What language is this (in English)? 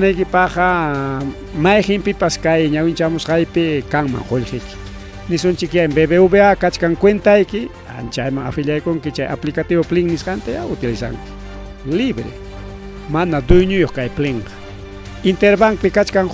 Ayacucho Quechua